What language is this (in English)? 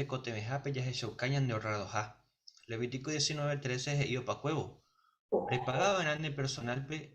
Guarani